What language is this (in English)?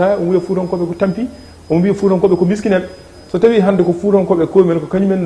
Fula